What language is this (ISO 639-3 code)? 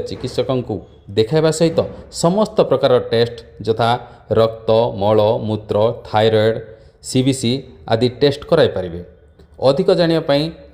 ori